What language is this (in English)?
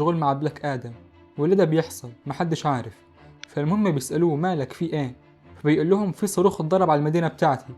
Egyptian Arabic